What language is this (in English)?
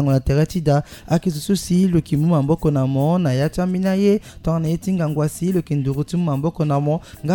Sango